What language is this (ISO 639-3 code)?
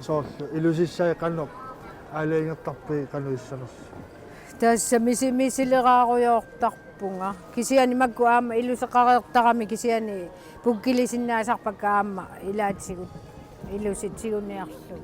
kal